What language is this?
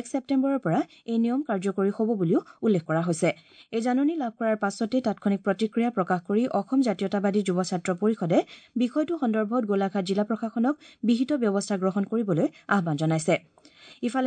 Assamese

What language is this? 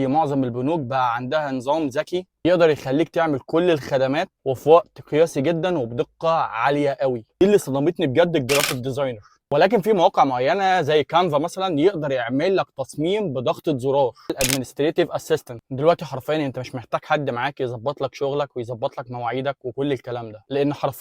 Egyptian Arabic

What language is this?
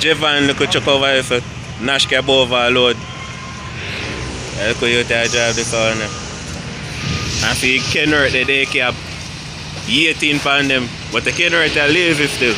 Jamaican Creole English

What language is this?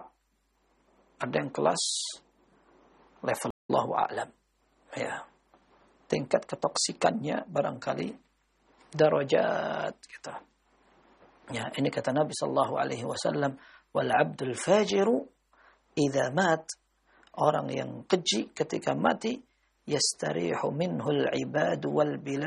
Indonesian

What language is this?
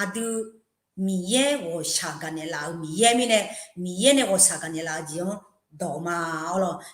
Akha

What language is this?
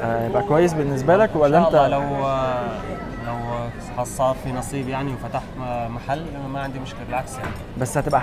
Egyptian Arabic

